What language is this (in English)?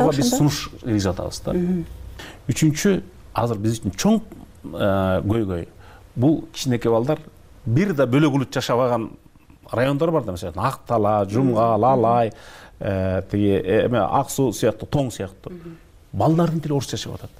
Kyrgyz